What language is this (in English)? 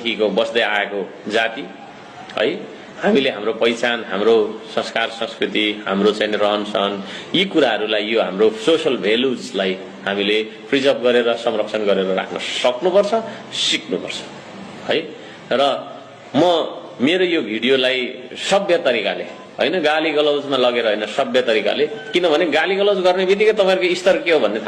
Nepali